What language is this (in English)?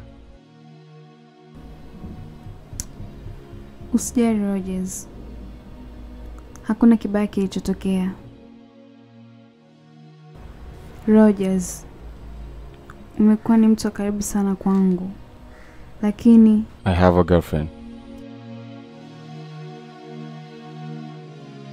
Swahili